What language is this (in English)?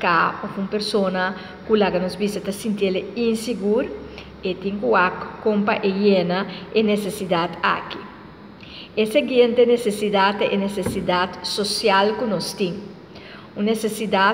Papiamento